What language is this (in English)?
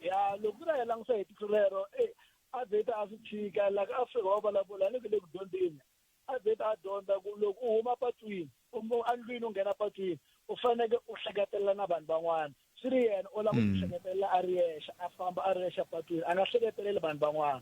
Tsonga